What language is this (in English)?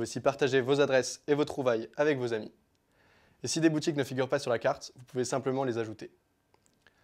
French